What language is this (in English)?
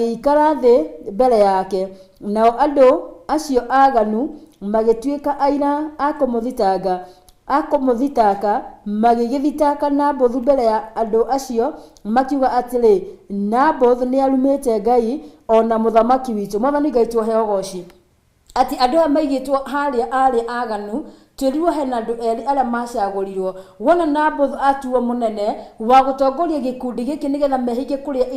Kikuyu